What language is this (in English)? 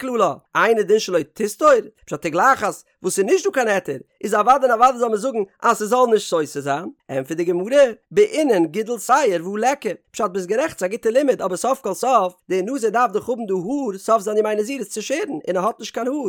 Yiddish